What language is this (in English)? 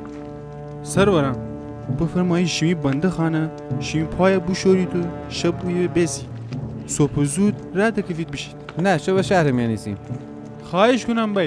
Gilaki